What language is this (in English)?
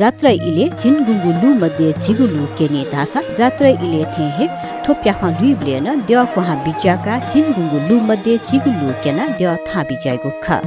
Newari